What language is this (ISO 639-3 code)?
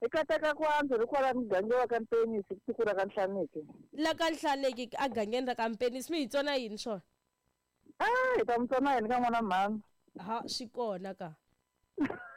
tso